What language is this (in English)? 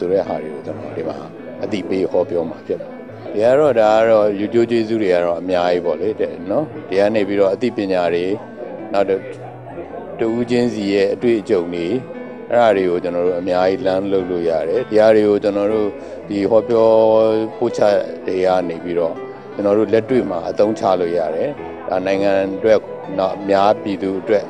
Burmese